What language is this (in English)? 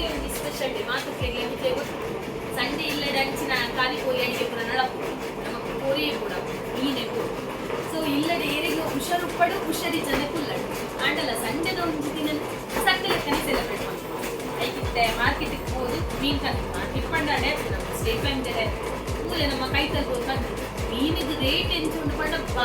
Tulu